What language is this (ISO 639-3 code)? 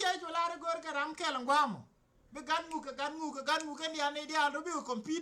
nus